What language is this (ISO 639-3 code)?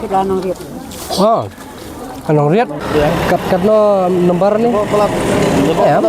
kha